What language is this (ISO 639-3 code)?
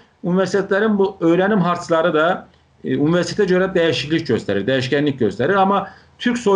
azb